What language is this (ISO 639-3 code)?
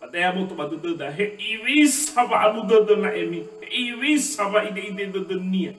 nia